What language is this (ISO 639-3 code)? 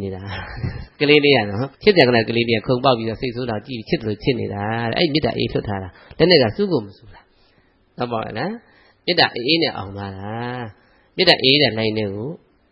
mya